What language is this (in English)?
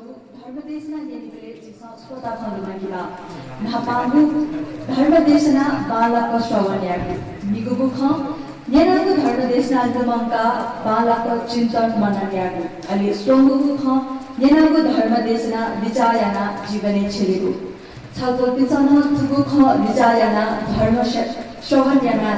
Newari